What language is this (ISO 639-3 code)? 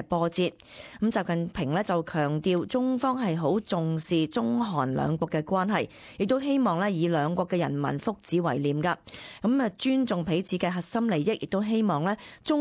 yue